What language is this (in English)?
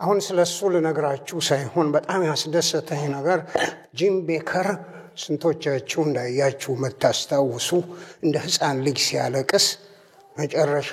Amharic